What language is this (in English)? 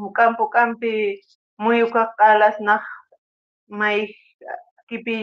Aymara